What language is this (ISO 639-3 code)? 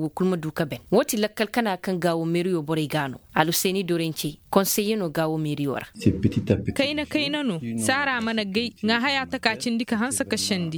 ses